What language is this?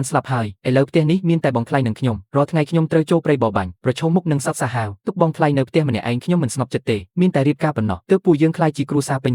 Khmer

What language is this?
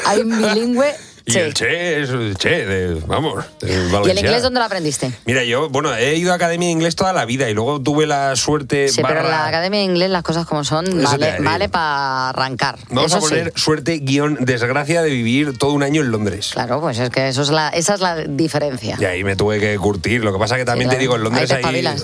Spanish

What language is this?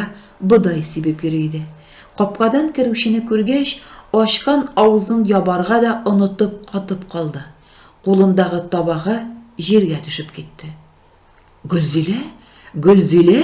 Tatar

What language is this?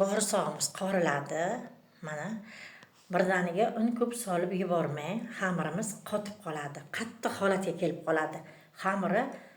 Uzbek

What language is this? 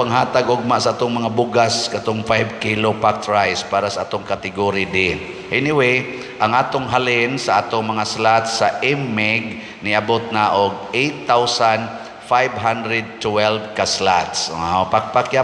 Cebuano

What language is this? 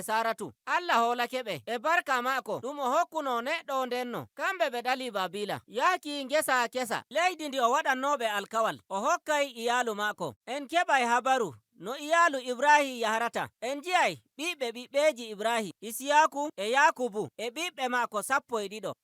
Nigerian Fulfulde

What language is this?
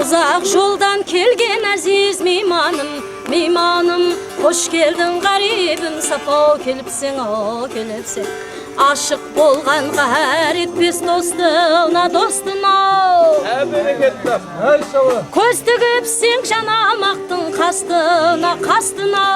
Kara-Kalpak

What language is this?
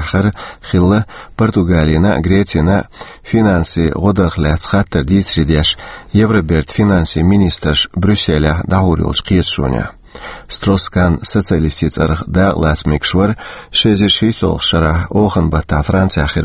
Chechen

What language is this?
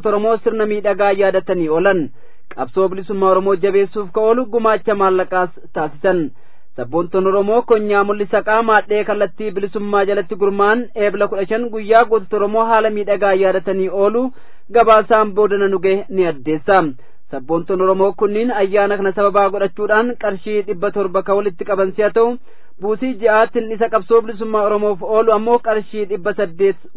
Oromo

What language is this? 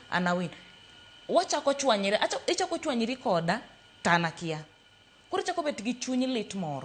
Luo (Kenya and Tanzania)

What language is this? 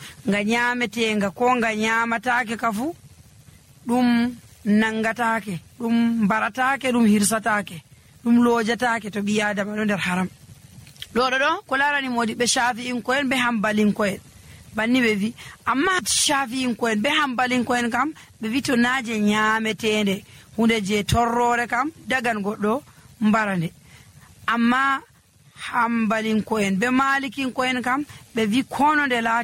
Nigerian Fulfulde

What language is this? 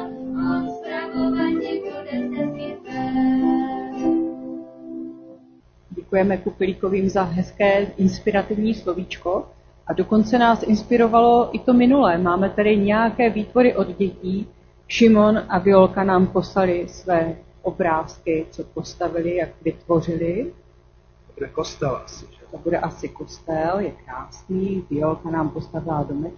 Czech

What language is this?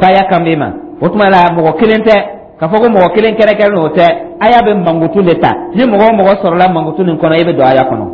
Dyula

